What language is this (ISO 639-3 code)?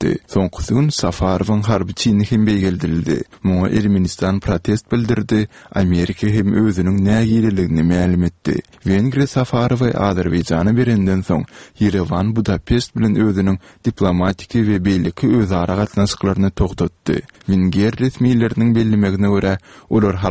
tuk